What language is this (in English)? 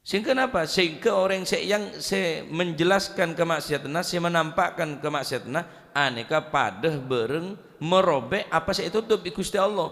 Madurese